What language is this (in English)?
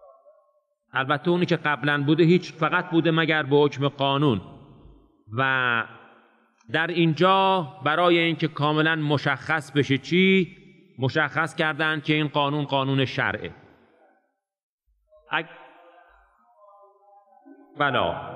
Persian